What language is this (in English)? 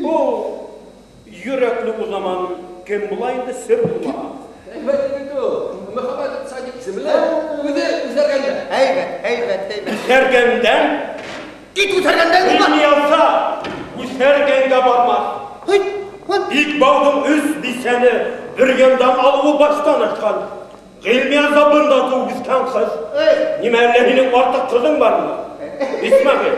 Bashkir